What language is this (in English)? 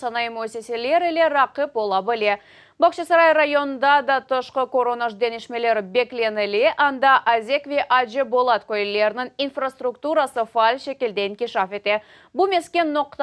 Crimean Tatar